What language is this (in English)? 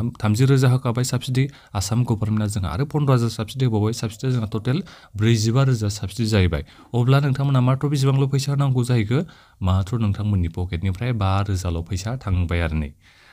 Bodo